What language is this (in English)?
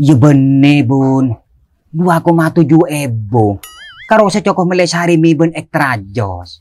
Madurese